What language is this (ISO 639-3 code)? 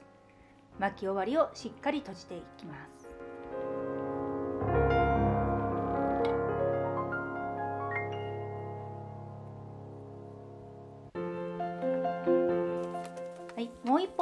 jpn